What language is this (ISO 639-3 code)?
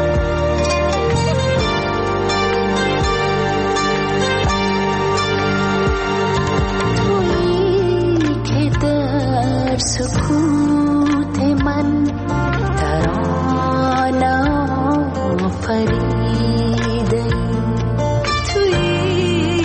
fas